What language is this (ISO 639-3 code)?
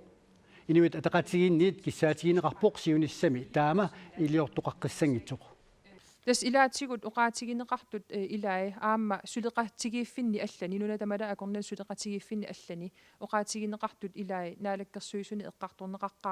kal